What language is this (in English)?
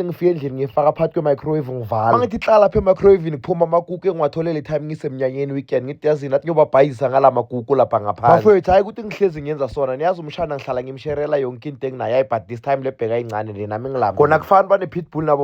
Zulu